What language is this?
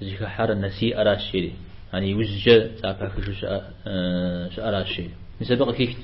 Kabardian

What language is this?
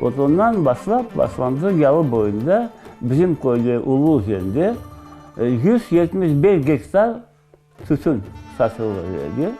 Crimean Tatar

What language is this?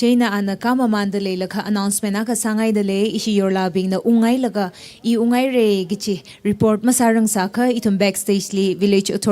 Tangkhul Naga (India)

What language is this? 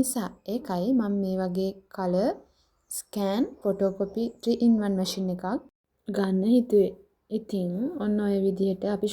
Sinhala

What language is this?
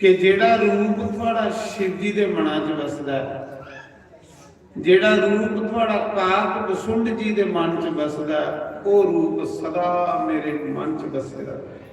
Dogri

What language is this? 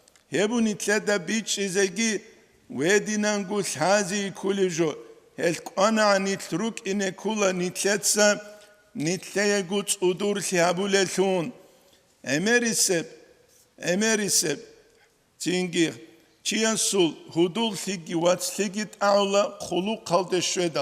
Avaric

